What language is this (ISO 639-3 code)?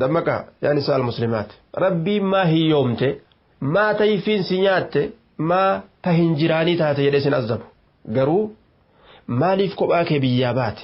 orm